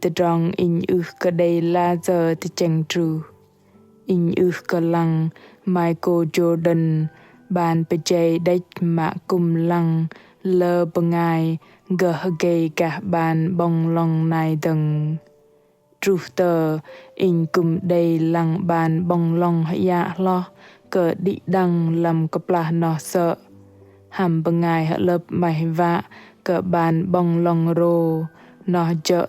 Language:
Bahnar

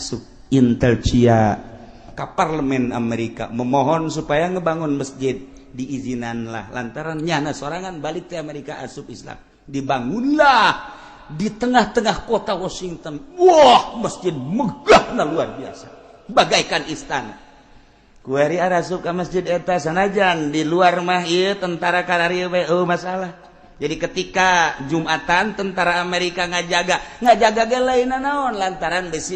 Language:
Sundanese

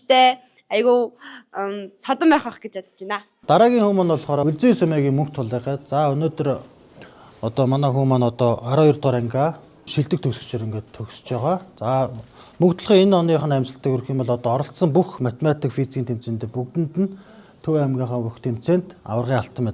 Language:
Mongolian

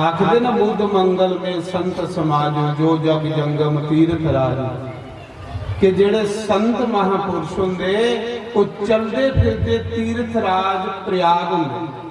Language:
Dogri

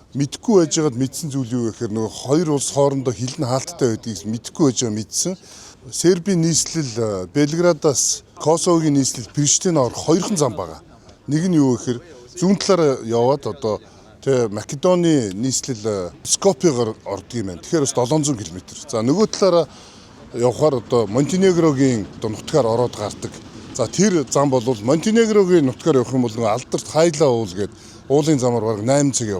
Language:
Mongolian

